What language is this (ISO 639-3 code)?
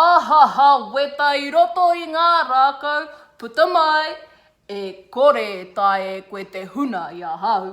mri